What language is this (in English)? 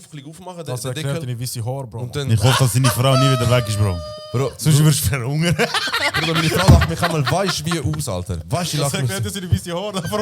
Swiss German